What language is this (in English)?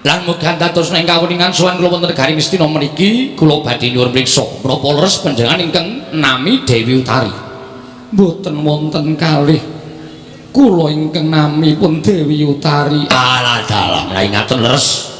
Javanese